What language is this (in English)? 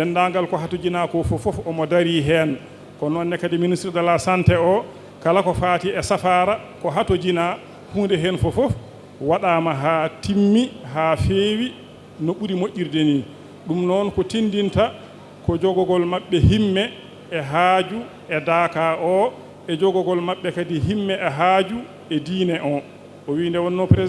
Fula